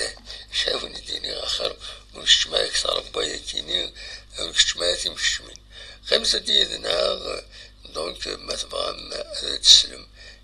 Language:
Kabyle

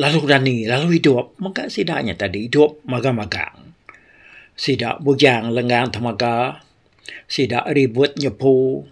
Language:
Iban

